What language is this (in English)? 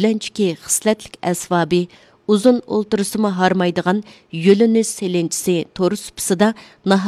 Uyghur